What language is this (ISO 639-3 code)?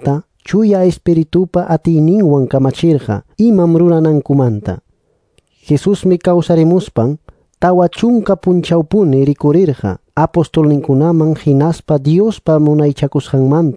que